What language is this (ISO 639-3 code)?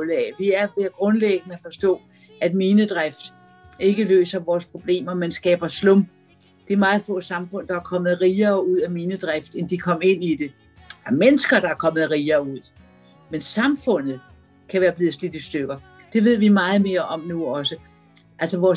dan